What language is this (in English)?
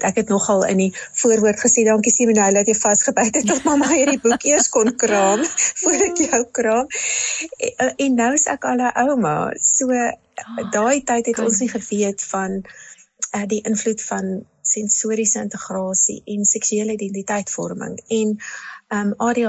Afrikaans